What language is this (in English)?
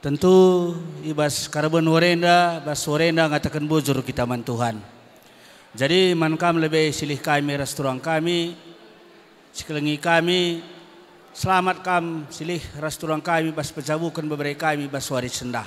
Batak Karo